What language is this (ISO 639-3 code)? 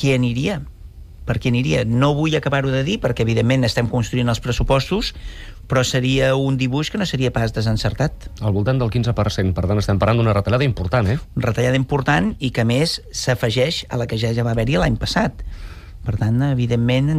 cat